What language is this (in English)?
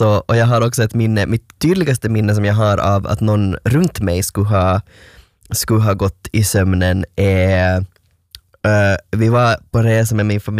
Swedish